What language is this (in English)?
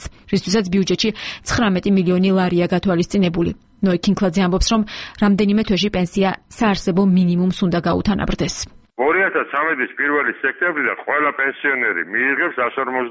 Georgian